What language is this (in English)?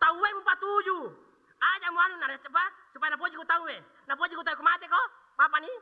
Buginese